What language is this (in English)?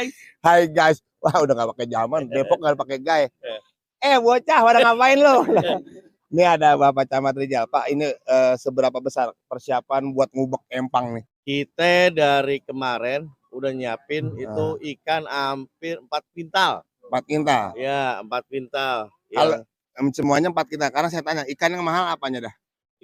Betawi